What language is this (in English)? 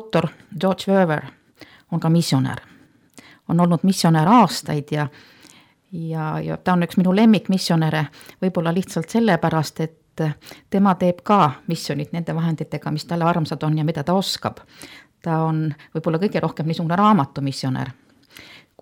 Estonian